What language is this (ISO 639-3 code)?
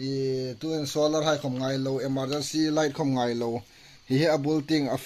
hmr